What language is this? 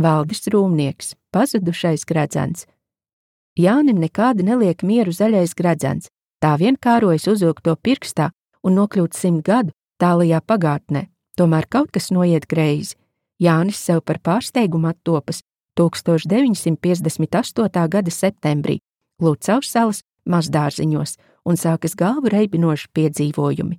Latvian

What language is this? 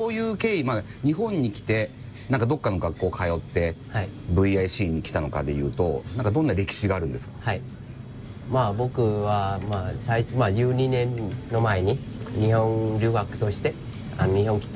Japanese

